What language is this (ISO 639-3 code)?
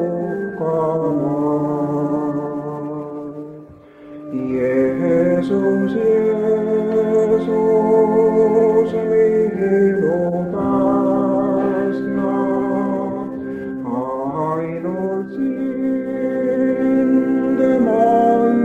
est